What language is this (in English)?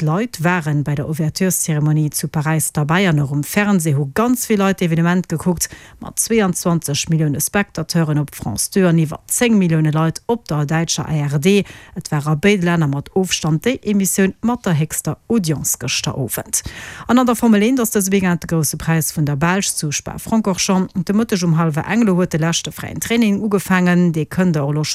Luxembourgish